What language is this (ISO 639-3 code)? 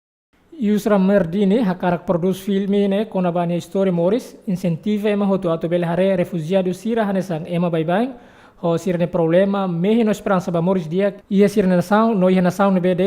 tet